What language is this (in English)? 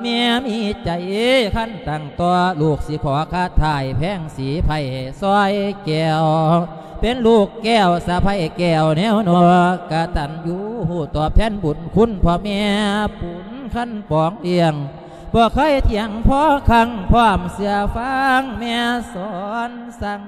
Lao